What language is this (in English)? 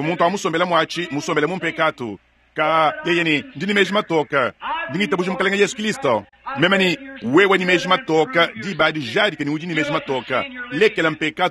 Luba-Lulua